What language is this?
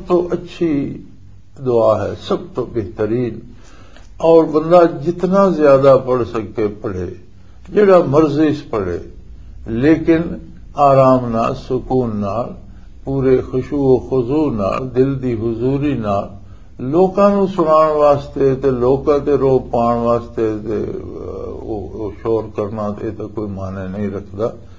Western Panjabi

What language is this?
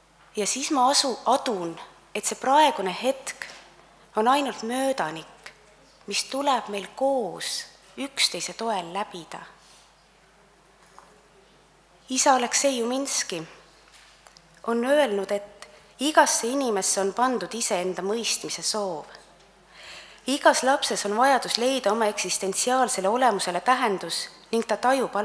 Estonian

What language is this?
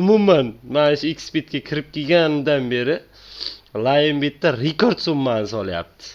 Uzbek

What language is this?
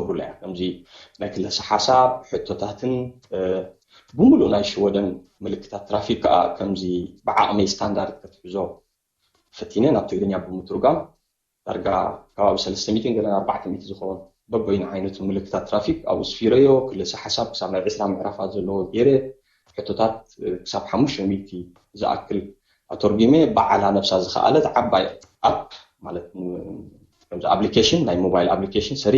Tigrinya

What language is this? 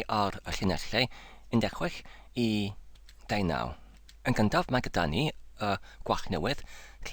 Welsh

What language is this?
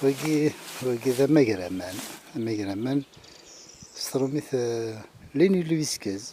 Kabyle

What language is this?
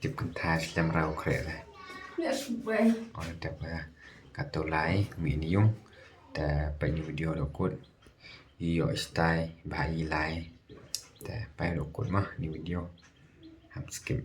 Khasi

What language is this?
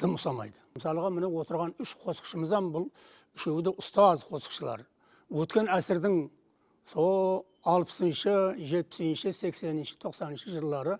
Kara-Kalpak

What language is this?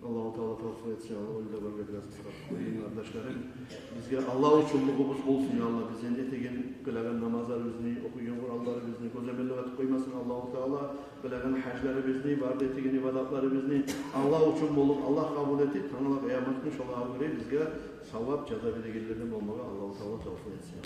Kumyk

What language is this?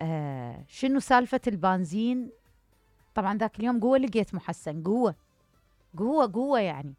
Mesopotamian Arabic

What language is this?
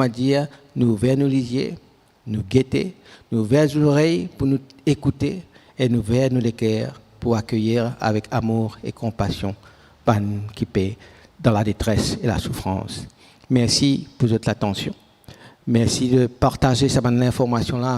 Morisyen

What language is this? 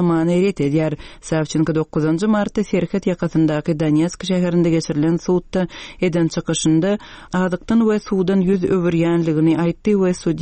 Turkmen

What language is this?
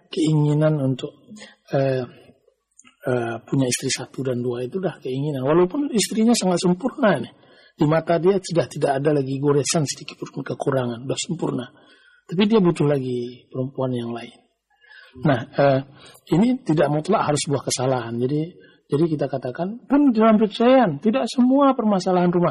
Indonesian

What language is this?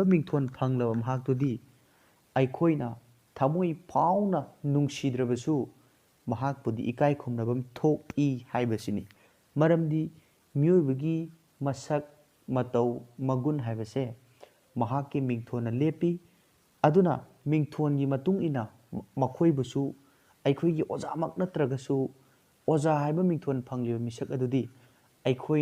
Manipuri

